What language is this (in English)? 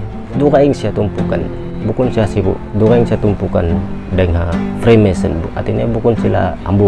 Tausug